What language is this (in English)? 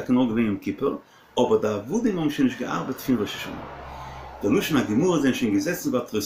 Yiddish